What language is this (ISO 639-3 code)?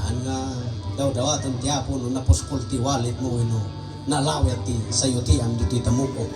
ilo